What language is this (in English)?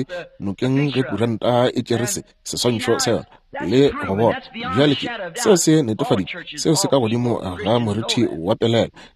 Northern Sotho